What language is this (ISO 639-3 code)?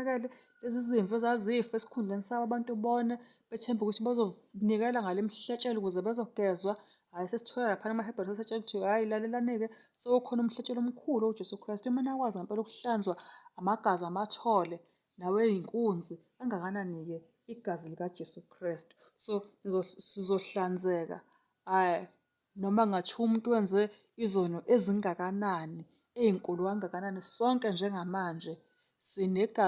zul